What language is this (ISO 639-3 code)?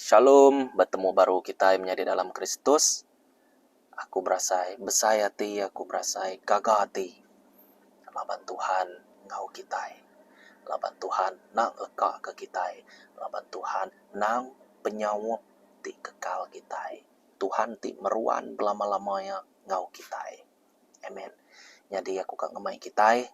iba